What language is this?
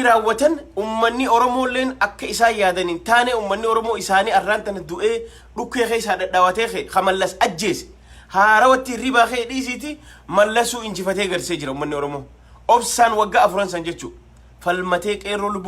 Oromo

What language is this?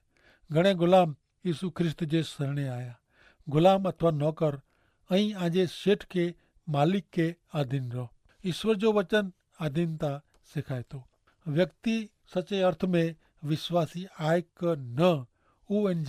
Kachhi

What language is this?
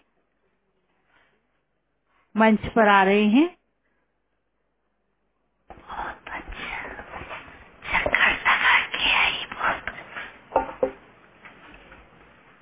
Hindi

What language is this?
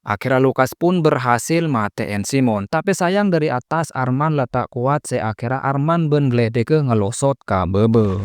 Madurese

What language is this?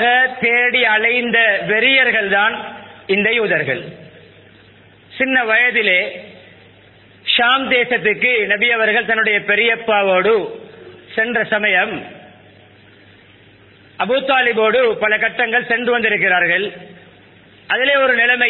Tamil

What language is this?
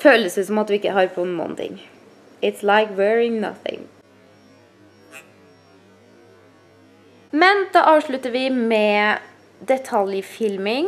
Norwegian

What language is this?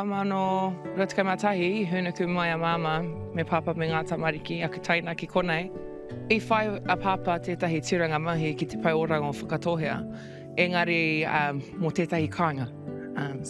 Māori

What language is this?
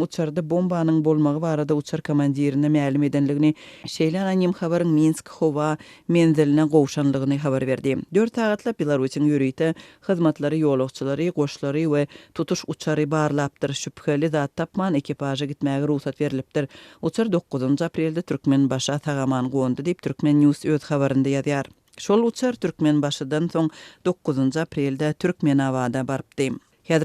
Turkmen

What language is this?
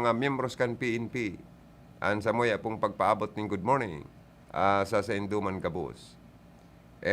Bikol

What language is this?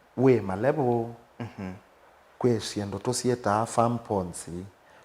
Kamba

